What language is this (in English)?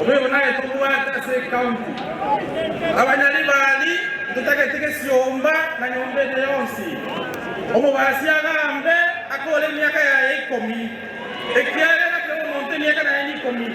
Gusii